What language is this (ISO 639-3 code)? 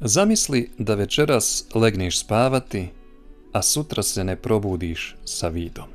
bos